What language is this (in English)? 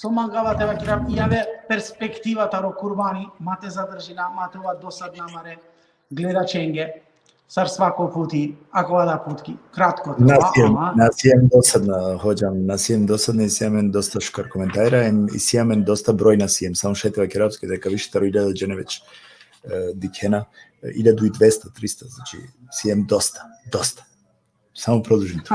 Balkan Romani